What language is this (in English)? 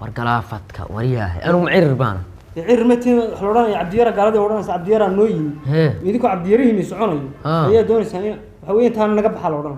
Somali